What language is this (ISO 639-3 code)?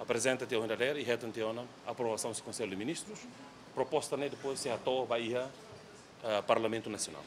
tet